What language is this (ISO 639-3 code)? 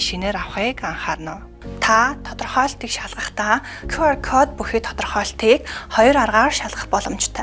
mon